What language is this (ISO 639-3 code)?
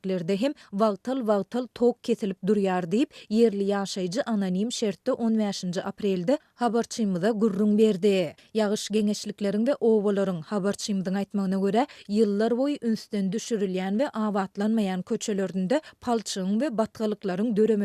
tuk